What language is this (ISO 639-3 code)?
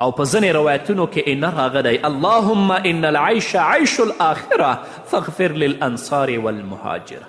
pus